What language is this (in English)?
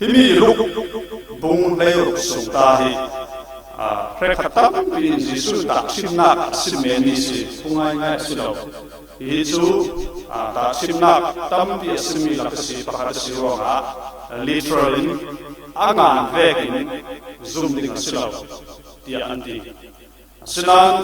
Falam Chin